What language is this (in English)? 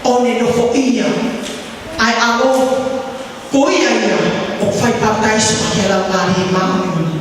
Tongan